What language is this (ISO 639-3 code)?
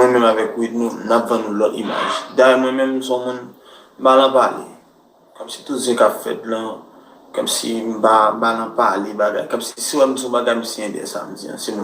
hat